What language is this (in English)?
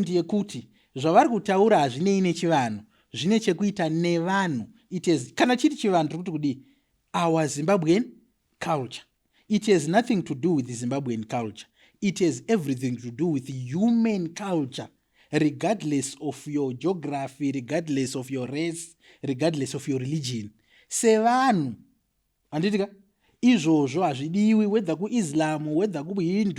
Shona